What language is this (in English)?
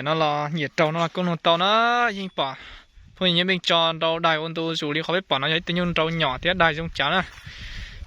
Hmong